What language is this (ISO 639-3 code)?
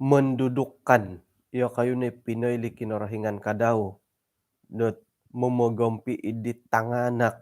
dtp